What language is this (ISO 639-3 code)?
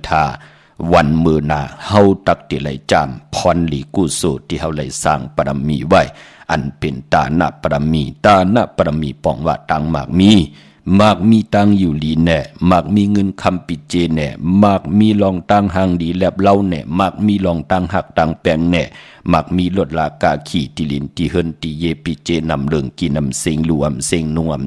shn